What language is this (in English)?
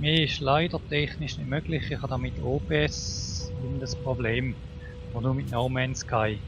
Swiss German